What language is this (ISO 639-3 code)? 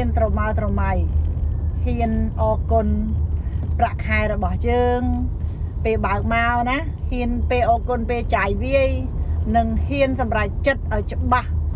khm